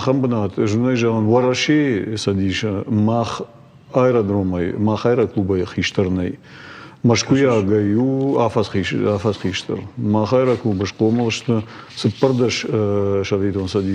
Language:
Ossetic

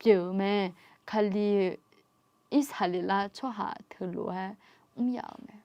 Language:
Akha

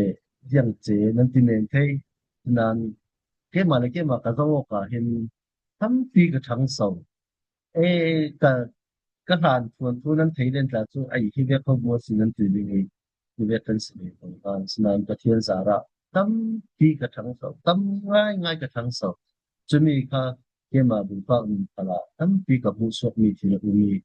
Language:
Falam Chin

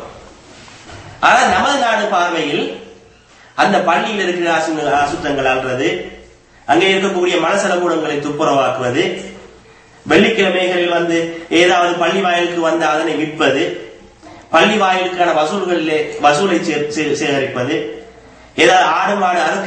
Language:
Tamil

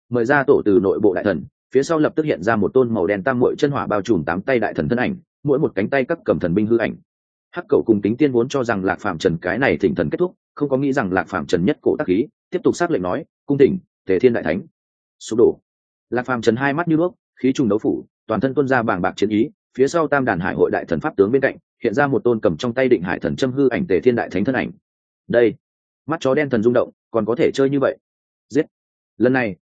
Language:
Vietnamese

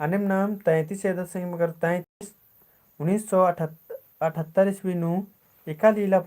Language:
Kurukh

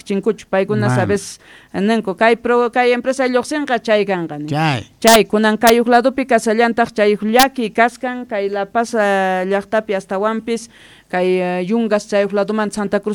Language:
Quechua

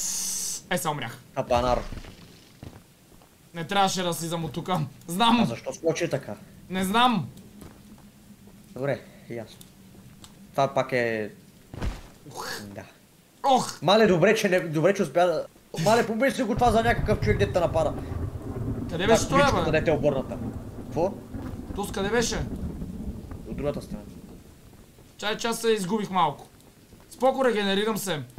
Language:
Bulgarian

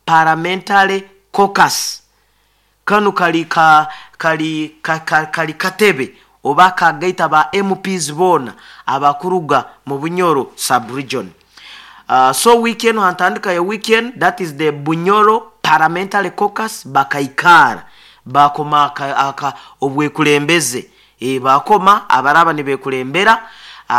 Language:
Nyoro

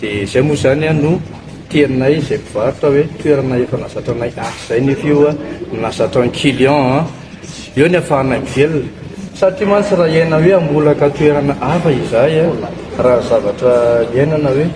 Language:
Malagasy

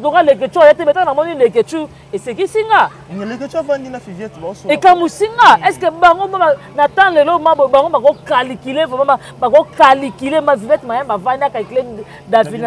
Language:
Lingala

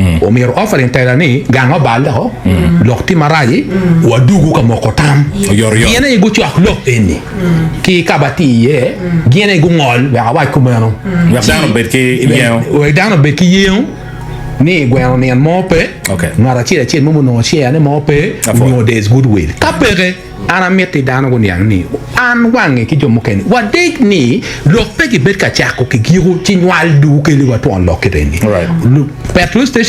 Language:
Acoli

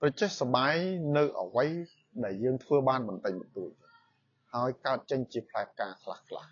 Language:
Khmer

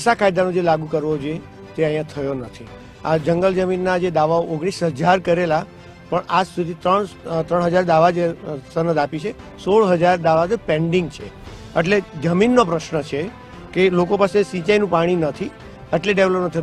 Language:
Gujarati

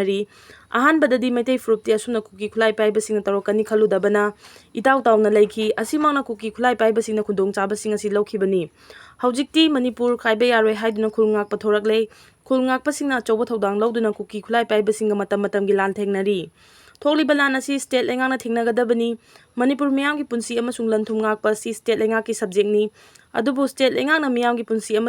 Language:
Manipuri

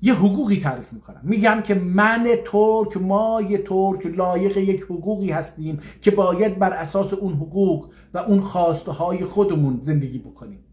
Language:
South Azerbaijani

